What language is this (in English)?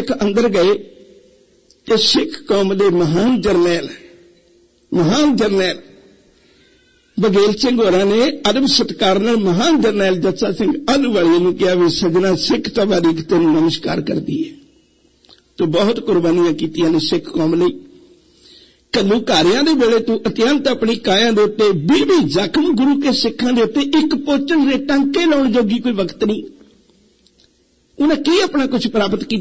Punjabi